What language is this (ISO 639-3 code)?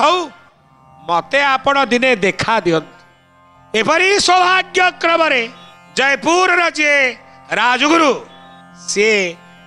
ori